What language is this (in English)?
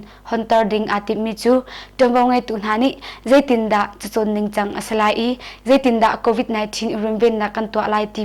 Hakha Chin